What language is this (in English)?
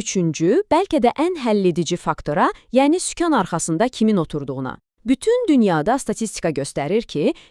Azerbaijani